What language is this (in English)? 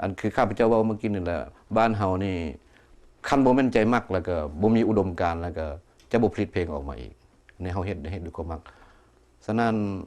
Lao